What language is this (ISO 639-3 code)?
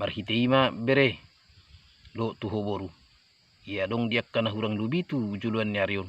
bbc